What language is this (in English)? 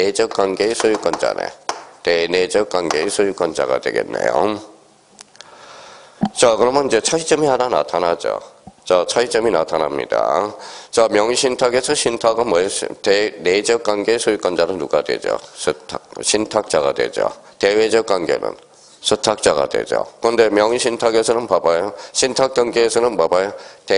Korean